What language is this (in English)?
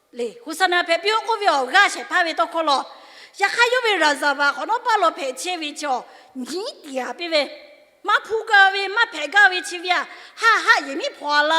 Lahu